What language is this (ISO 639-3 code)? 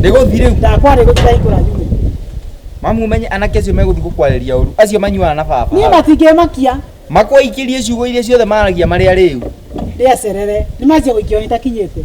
kik